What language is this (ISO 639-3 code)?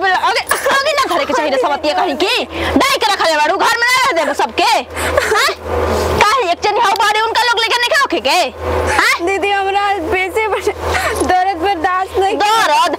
bho